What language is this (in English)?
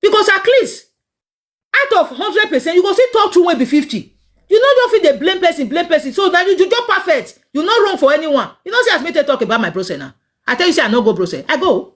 Nigerian Pidgin